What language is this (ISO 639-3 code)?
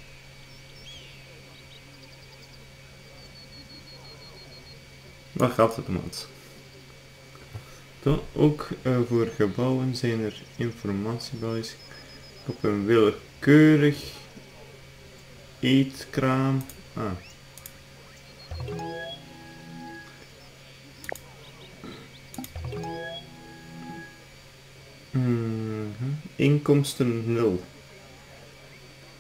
nld